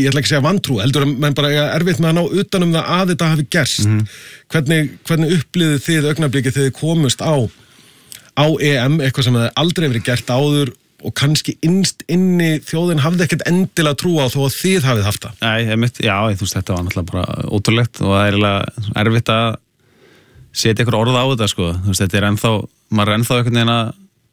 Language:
Icelandic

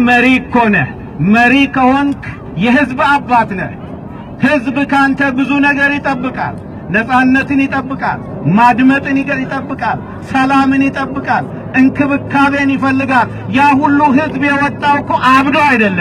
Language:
Amharic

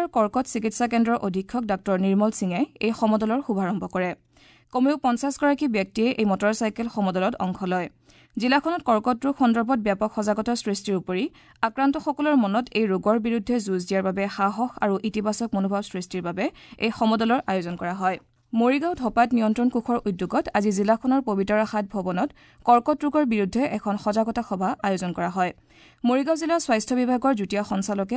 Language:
Assamese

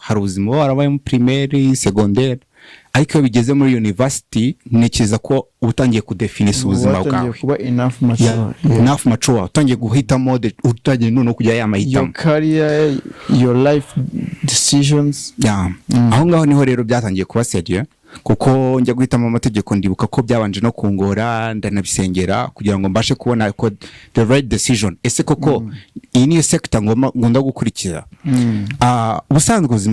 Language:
Kinyarwanda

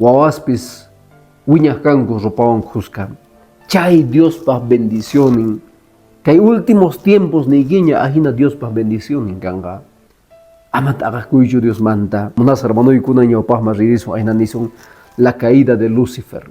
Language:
Quechua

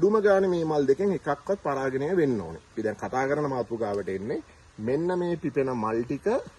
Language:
Sinhala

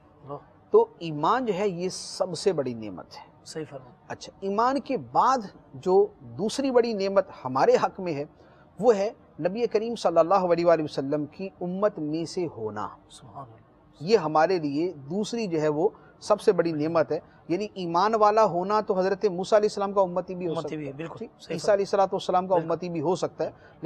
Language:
Urdu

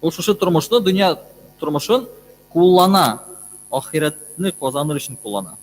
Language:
Tatar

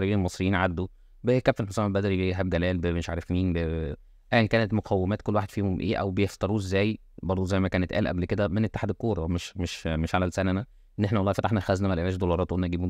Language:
Egyptian Arabic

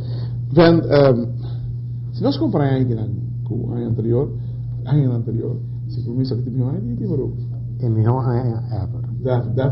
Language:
Papiamento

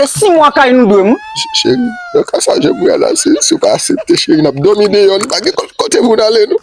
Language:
Haitian Creole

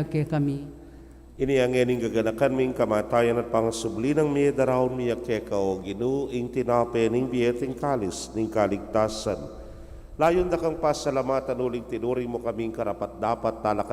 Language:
Pampanga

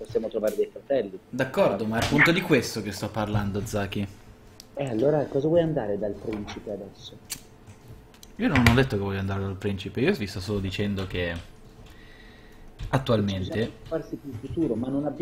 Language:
Italian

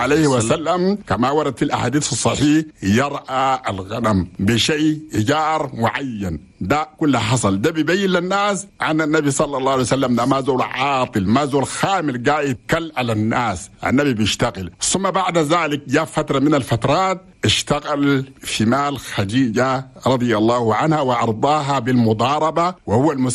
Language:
Chadian Arabic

